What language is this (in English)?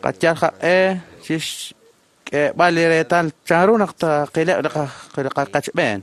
Kekchí